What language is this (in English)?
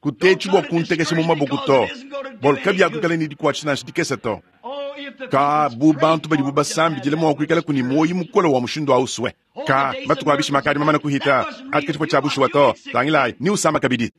Luba-Lulua